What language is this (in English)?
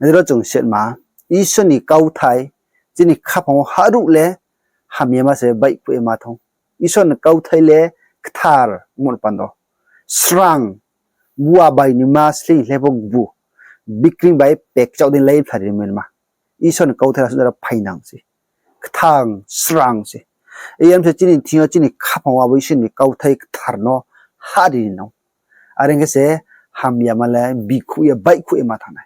Riang (India)